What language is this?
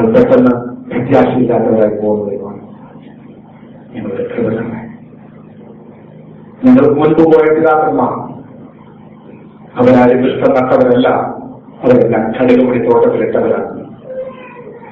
Malayalam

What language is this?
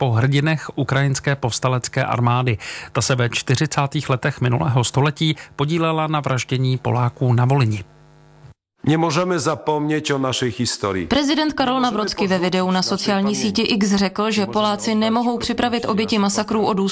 Czech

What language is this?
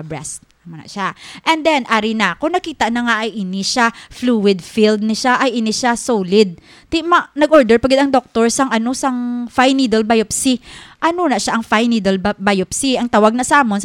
Hiligaynon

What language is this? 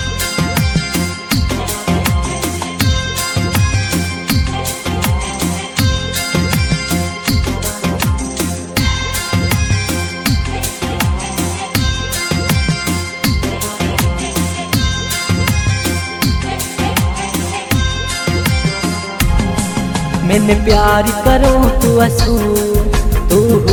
Haryanvi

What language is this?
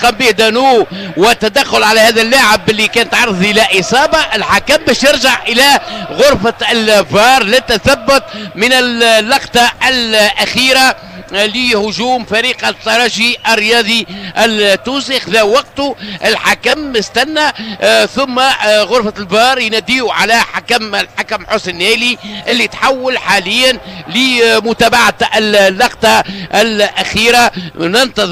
Tunisian Arabic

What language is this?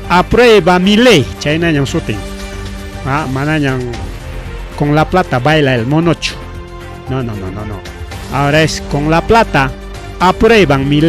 Ayacucho Quechua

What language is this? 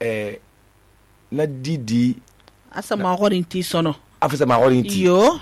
Susu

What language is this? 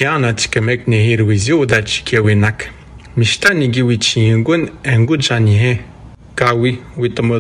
Atikamekw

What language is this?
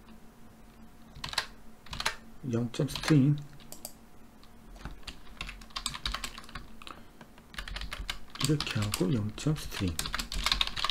Korean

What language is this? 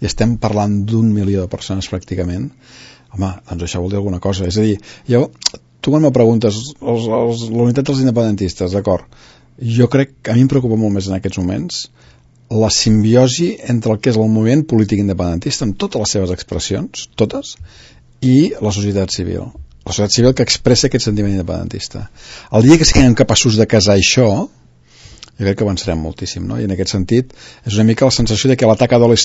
Catalan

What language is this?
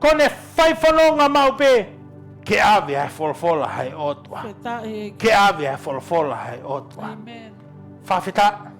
Tongan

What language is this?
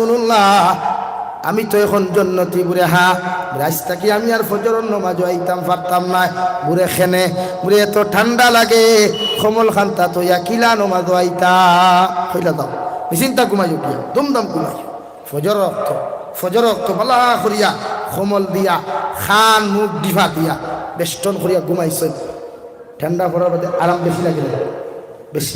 Sylheti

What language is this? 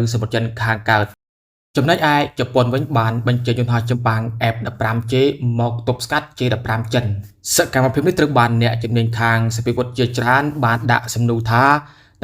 Khmer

